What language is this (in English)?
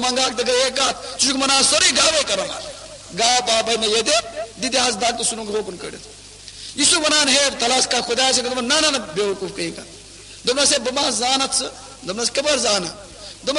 Kashmiri